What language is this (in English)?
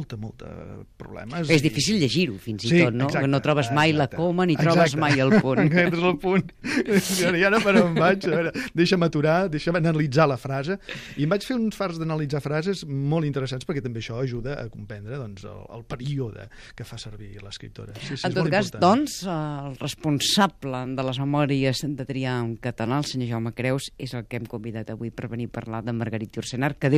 Catalan